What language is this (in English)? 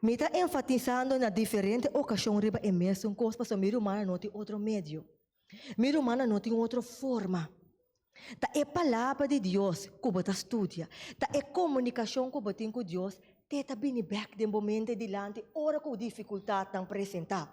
Papiamento